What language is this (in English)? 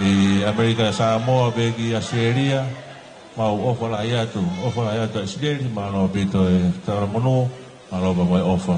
Tongan